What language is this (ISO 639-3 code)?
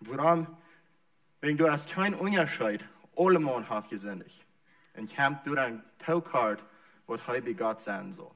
pdt